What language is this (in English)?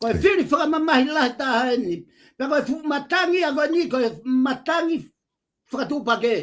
Tongan